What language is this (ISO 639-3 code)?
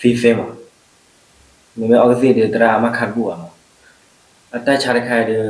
ksw